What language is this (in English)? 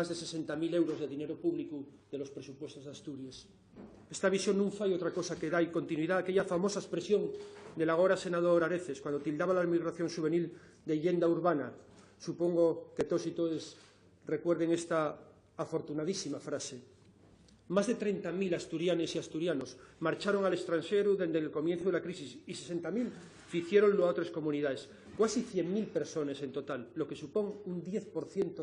Asturian